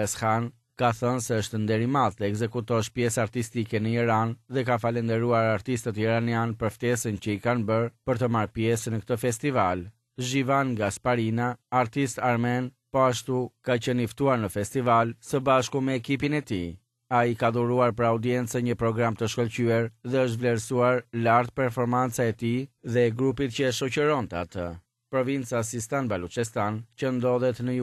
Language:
Albanian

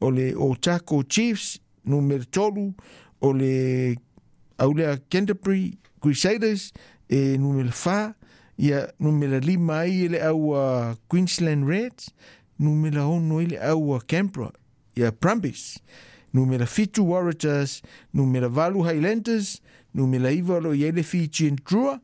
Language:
Samoan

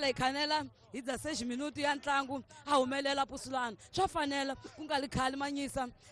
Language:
Tsonga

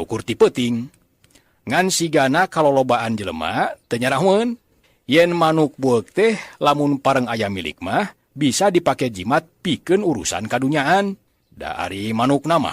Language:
Sundanese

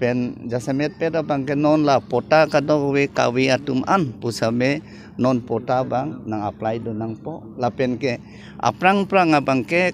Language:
Karbi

